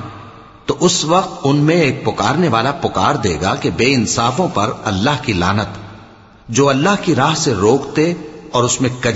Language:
Urdu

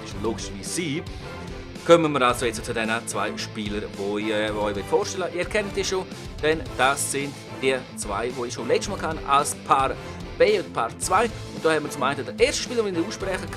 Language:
Swiss German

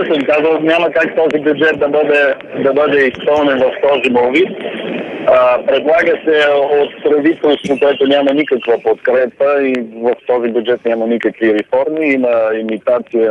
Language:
Bulgarian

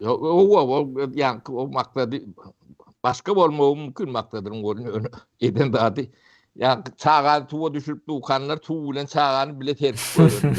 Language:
Turkmen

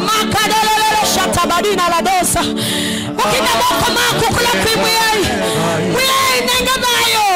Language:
Kamba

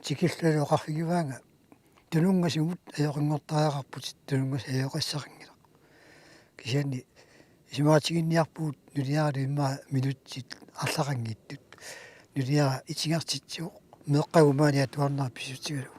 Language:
Kalaallisut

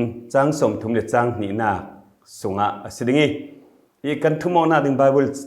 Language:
Falam Chin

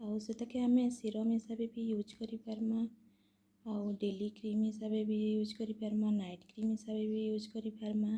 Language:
Sambalpuri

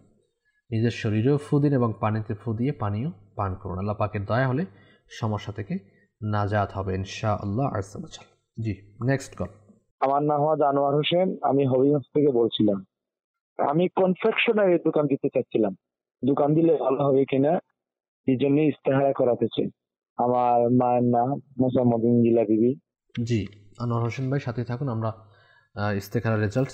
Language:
Bangla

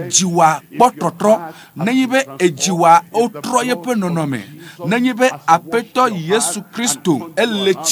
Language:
Ewe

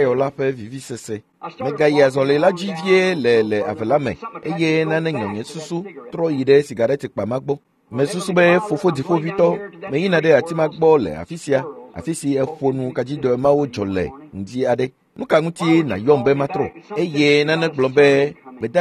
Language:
Ewe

